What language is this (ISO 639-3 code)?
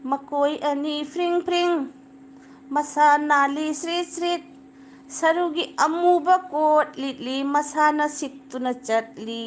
mni